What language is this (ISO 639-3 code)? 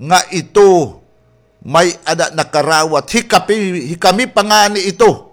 war